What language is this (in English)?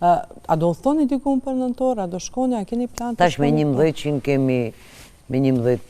Albanian